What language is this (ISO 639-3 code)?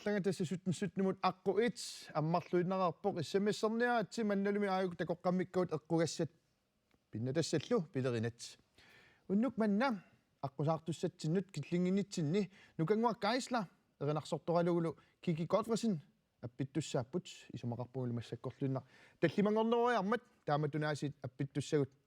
kal